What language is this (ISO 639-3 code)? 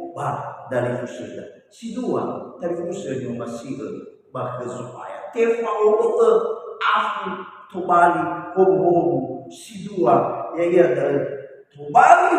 nia